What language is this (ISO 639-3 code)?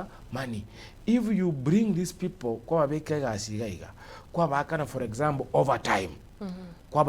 guz